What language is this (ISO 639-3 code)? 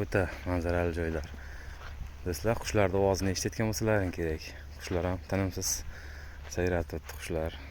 uzb